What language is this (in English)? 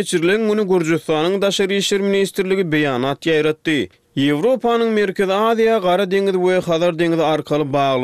Turkmen